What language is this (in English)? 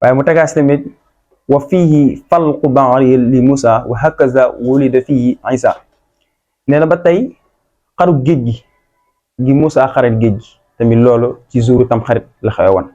Wolof